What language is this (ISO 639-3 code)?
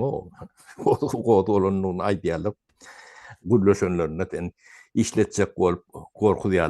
tuk